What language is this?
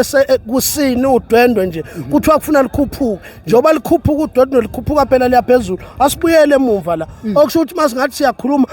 Zulu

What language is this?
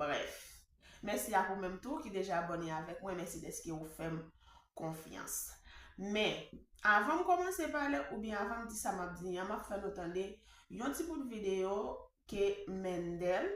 Haitian Creole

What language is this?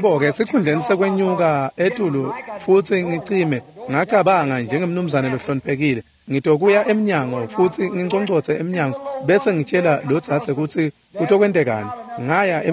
Swati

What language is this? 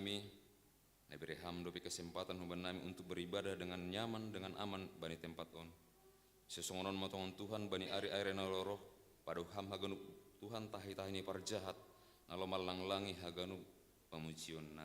Batak Simalungun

